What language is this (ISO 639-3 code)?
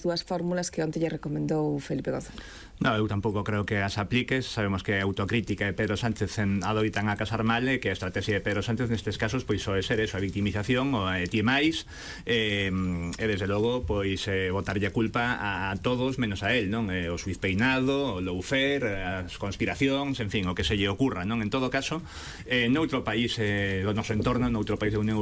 glg